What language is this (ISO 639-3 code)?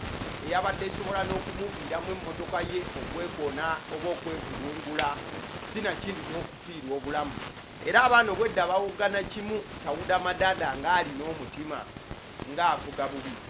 lug